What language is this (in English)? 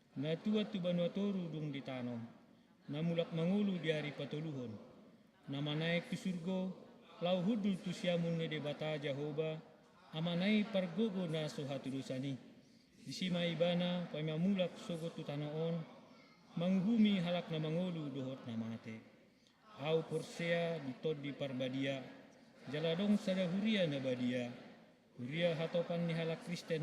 Batak Toba